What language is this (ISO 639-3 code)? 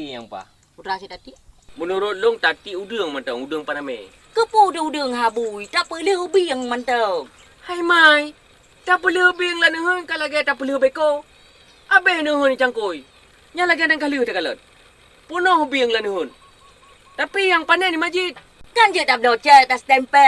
ace